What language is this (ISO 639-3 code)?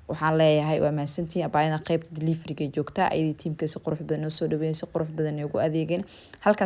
som